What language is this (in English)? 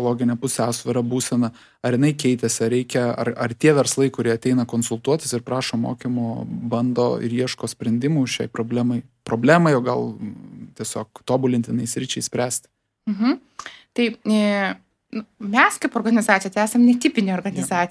Lithuanian